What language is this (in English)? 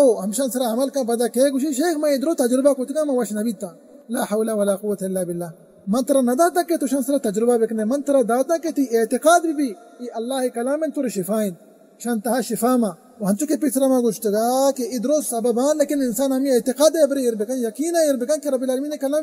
Baluchi